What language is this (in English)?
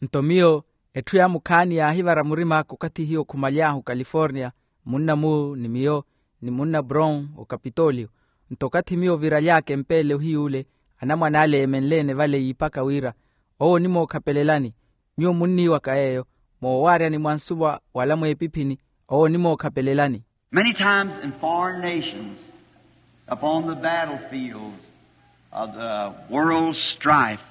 Makhuwa